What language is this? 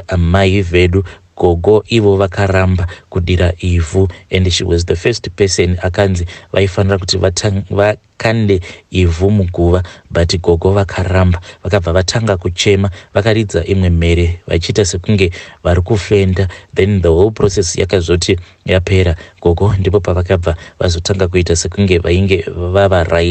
Shona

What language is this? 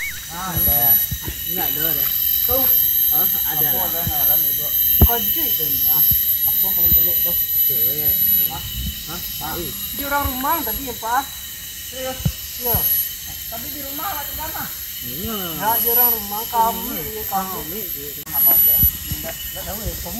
Minangkabau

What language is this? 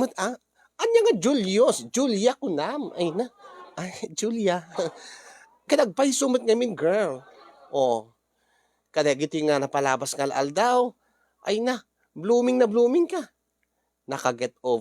Iloko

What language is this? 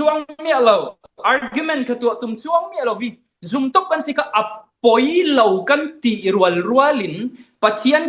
Falam Chin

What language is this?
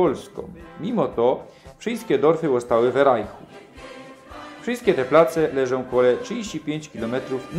Silesian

